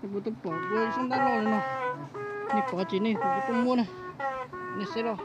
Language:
Hmong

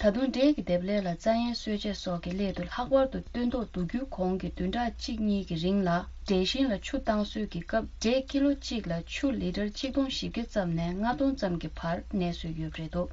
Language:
Tibetan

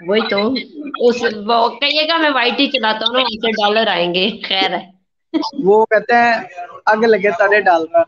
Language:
Saraiki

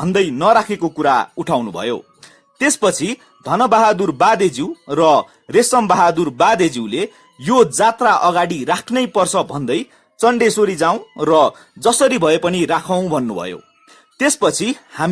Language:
Nepali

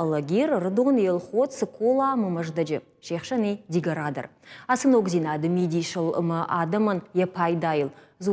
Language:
Ossetic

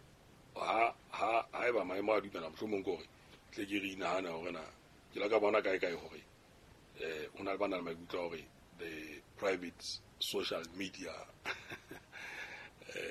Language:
Southern Sotho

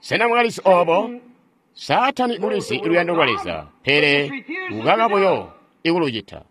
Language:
Tonga (Zambia)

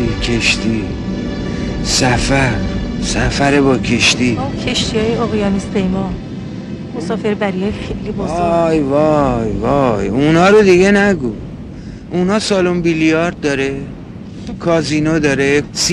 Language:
Persian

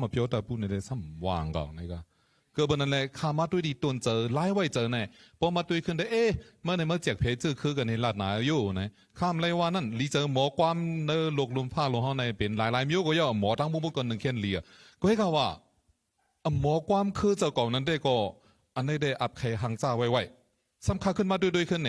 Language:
Shan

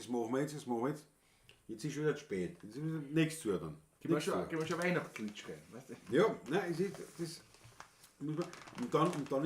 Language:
Bavarian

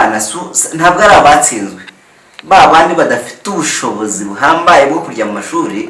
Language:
Kinyarwanda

